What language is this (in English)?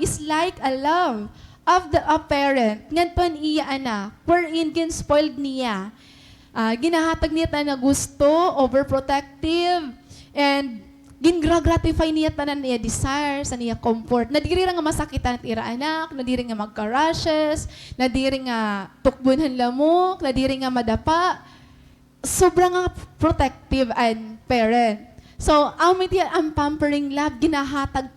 Waray